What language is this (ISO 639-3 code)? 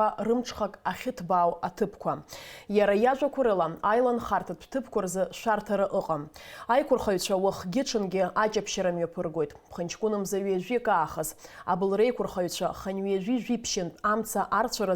abk